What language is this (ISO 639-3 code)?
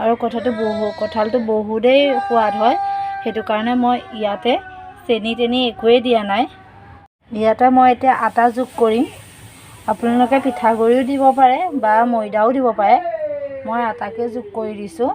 asm